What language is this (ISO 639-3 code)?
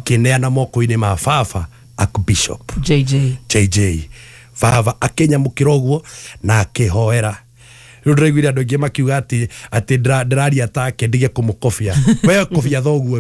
kik